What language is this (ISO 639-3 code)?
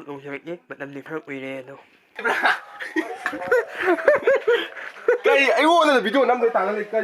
mni